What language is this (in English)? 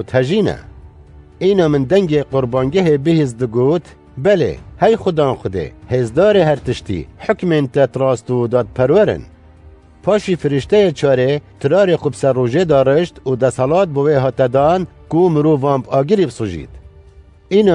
Kurdish